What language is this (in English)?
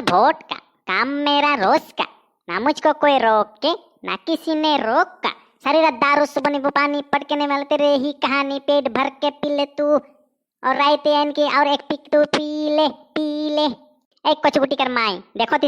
Sadri